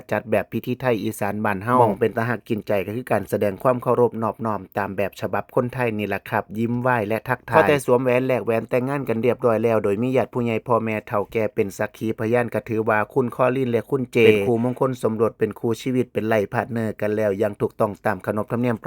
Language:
Northeastern Thai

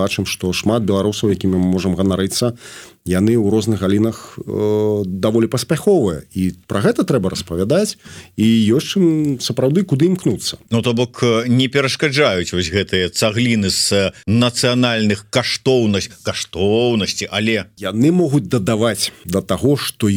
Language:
Belarusian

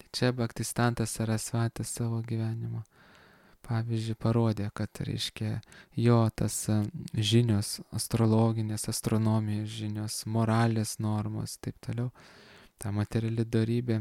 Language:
Lithuanian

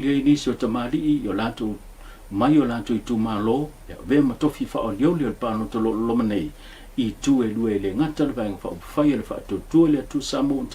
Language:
Samoan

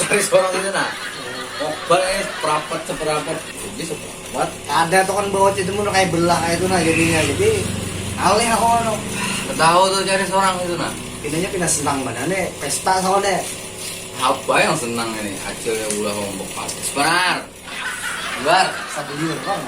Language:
Banjar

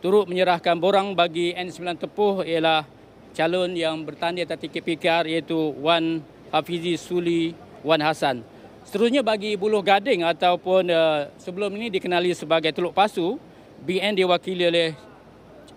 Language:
Malay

